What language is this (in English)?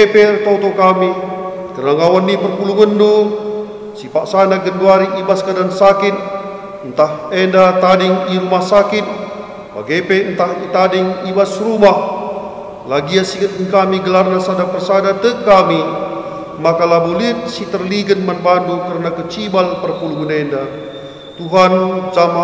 Batak Karo